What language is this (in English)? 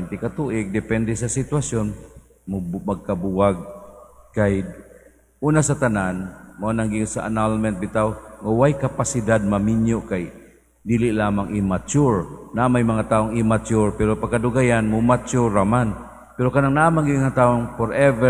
Cebuano